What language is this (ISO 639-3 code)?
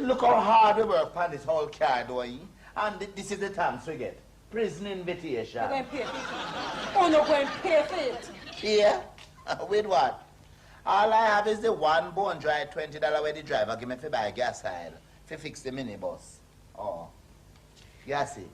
jam